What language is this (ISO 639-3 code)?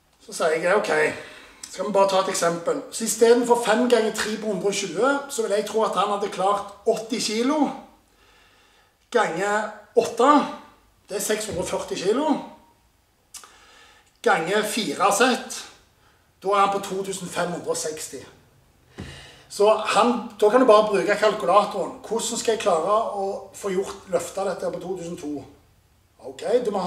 nor